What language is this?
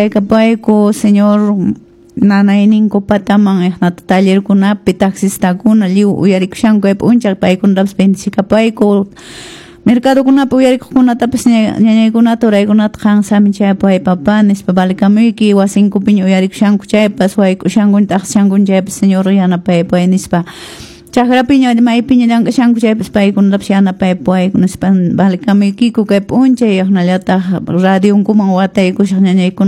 Quechua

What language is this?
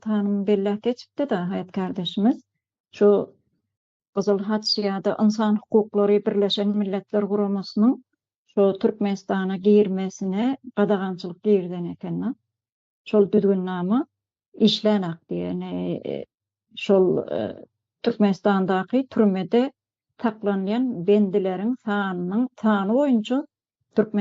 Turkmen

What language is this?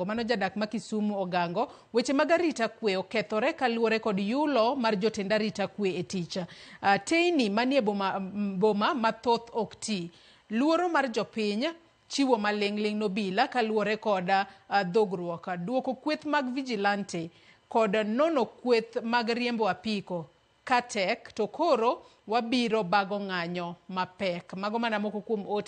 Luo (Kenya and Tanzania)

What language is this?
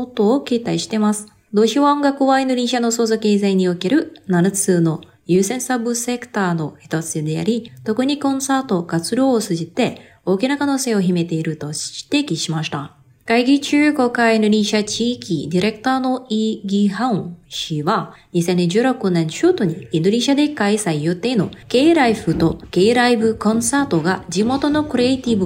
Japanese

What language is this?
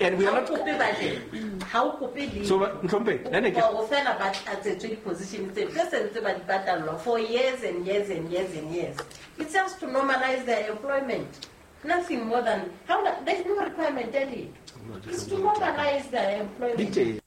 Southern Sotho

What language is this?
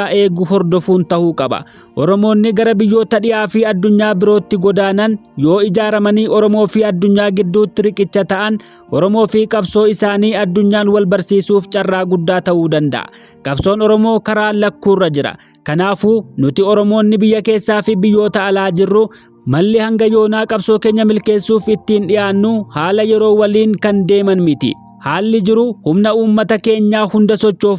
Oromo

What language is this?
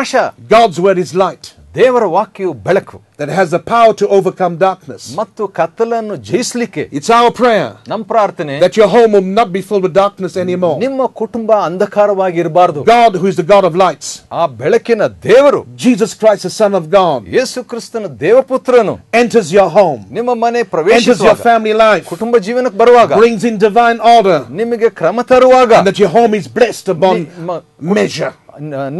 Kannada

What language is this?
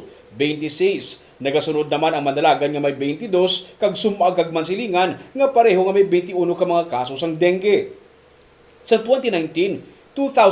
Hiligaynon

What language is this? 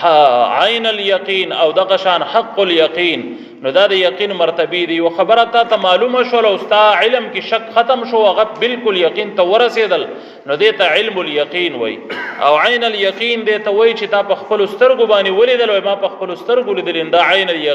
Pashto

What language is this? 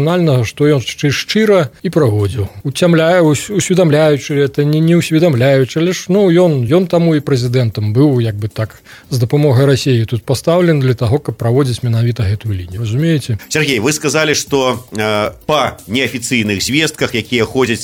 Belarusian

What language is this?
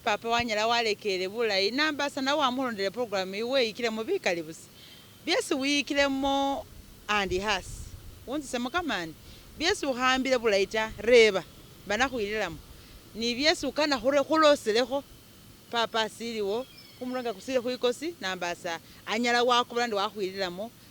Masaaba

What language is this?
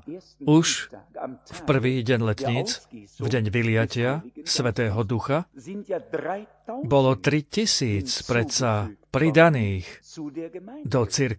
Slovak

